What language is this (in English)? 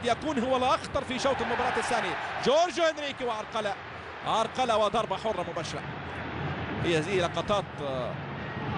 Arabic